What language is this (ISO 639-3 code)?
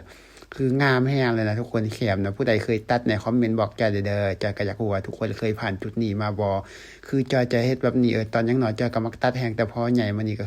lao